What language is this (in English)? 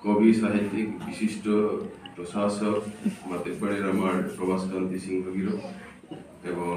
Bishnupriya